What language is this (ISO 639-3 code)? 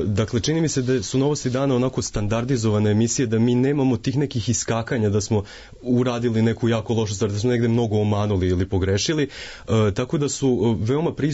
srp